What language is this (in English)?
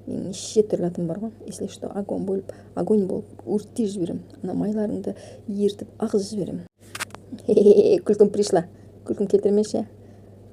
Kazakh